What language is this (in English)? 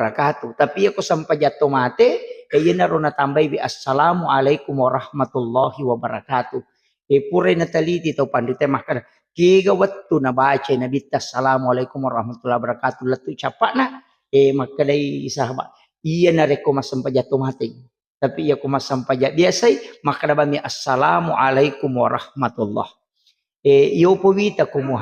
Buginese